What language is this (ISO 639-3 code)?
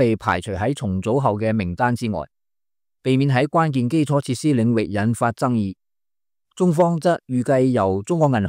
yue